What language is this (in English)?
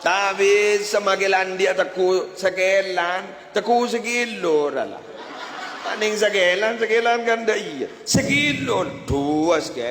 Madurese